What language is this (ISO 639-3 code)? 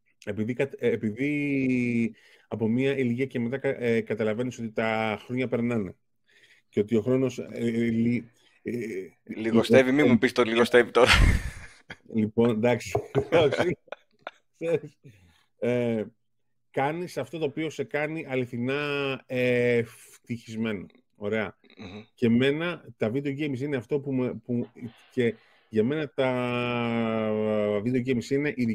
ell